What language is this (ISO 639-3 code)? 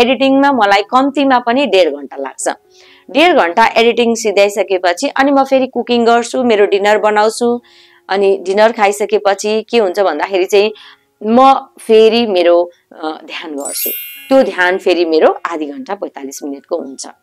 nep